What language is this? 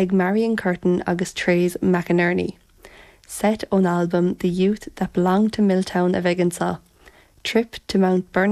Irish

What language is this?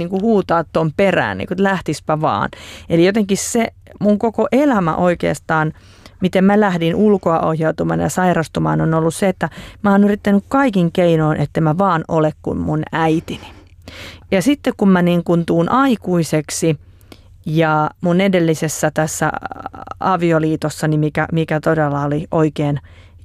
Finnish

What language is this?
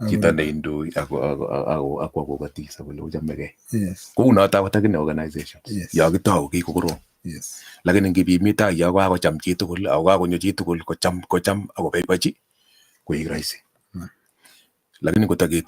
Kalenjin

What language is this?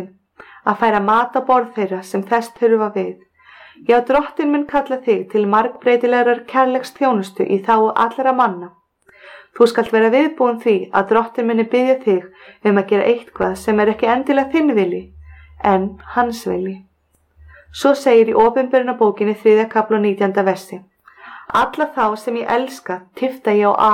Icelandic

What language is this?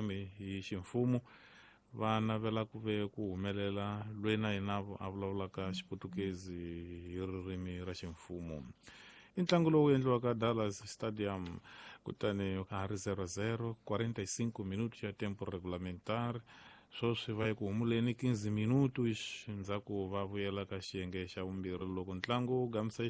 Tsonga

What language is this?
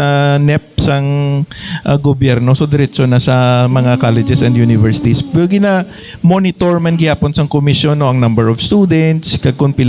Hiligaynon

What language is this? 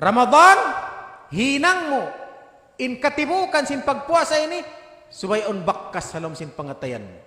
Tausug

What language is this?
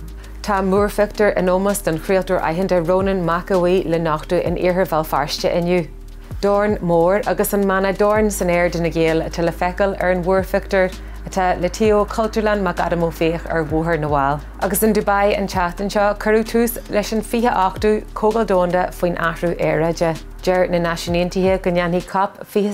Irish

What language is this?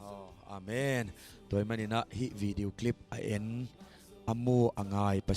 Tedim Chin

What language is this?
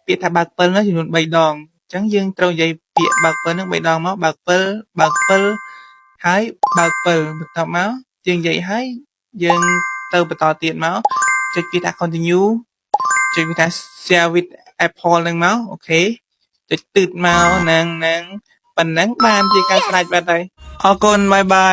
Khmer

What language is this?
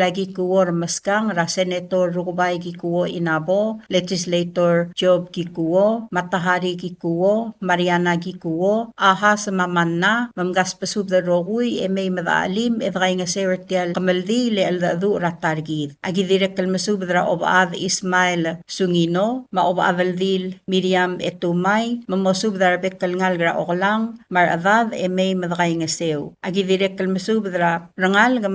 Palauan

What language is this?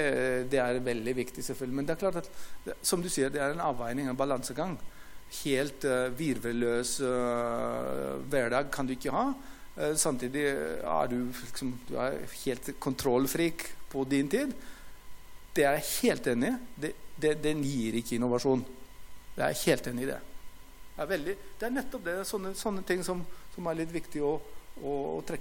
Norwegian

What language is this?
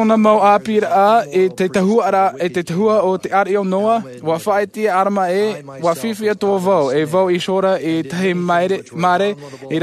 Tahitian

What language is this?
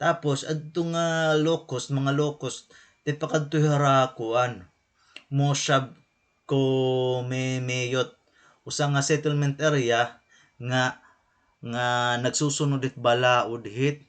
Waray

